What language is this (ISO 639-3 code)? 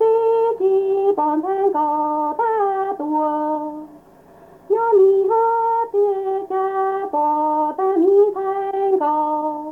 vie